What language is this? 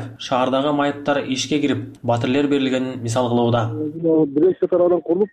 Kyrgyz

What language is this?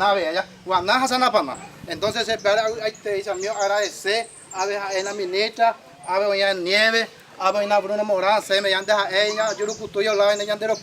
Guarani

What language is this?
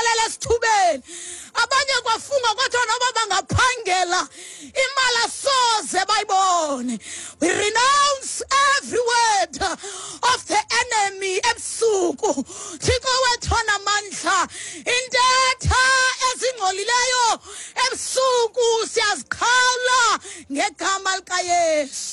Xhosa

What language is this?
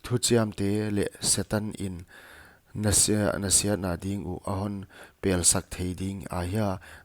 Paite Chin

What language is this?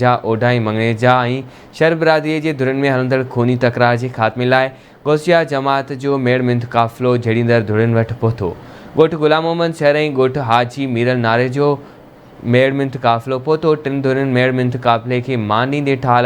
Sindhi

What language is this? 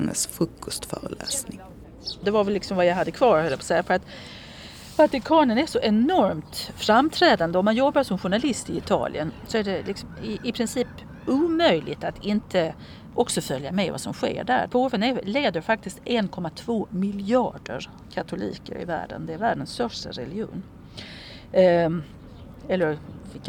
Swedish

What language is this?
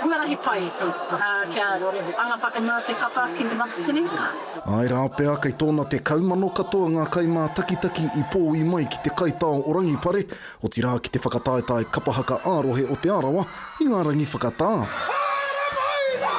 Māori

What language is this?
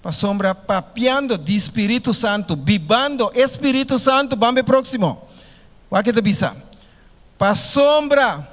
Papiamento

